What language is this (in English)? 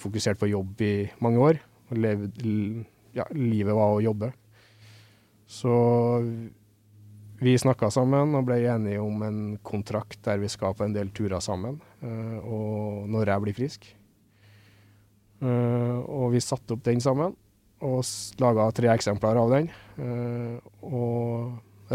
Norwegian